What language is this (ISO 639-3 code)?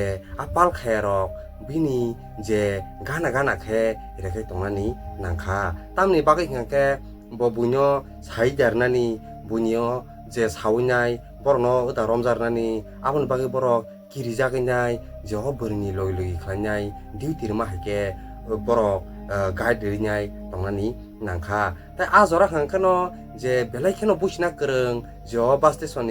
trp